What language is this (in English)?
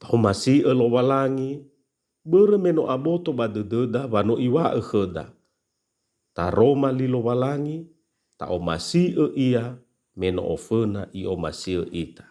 Nias